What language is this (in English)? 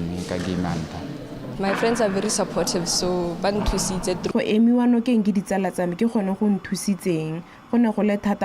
Tswana